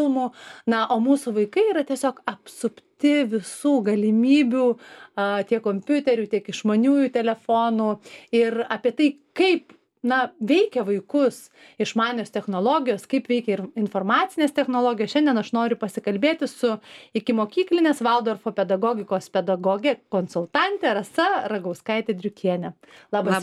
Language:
Lithuanian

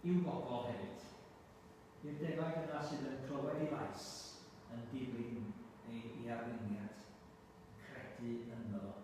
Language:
Welsh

